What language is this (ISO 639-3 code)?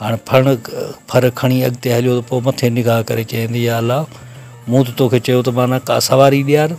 snd